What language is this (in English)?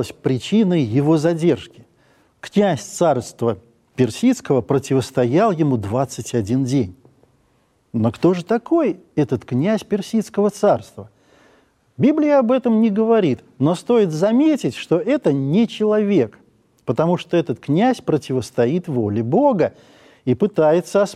Russian